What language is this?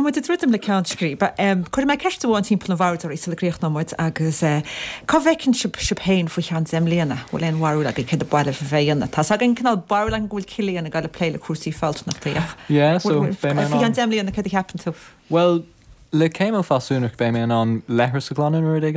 Irish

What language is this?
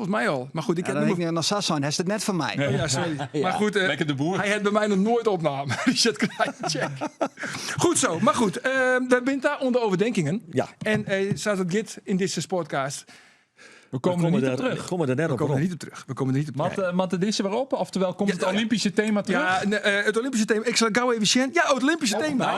Western Frisian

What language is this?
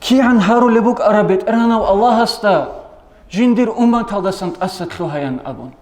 Avaric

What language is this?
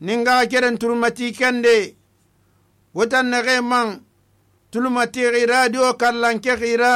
Susu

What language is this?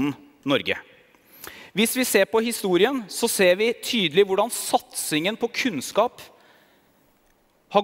Norwegian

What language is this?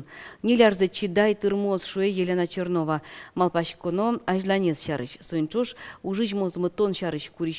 Udmurt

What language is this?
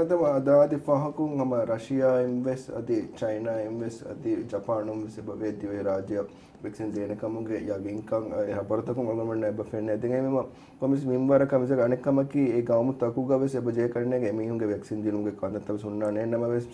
Divehi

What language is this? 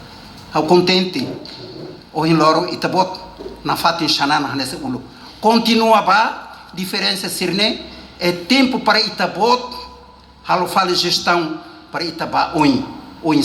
Tetum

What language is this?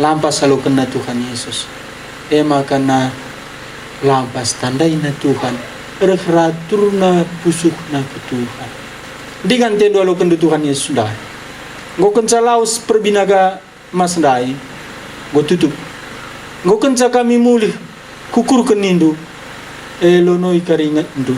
Batak Karo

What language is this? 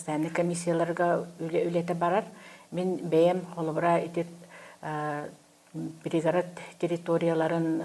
Yakut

